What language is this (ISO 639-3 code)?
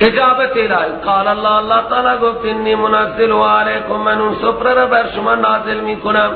fas